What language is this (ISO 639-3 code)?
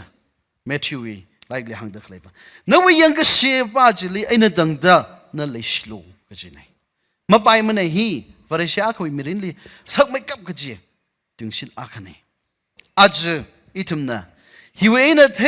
nmf